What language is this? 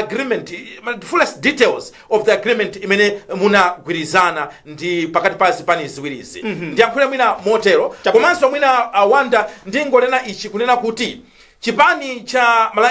Nyanja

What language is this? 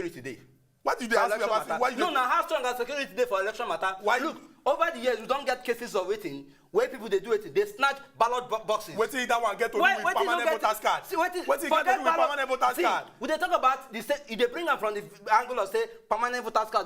Nigerian Pidgin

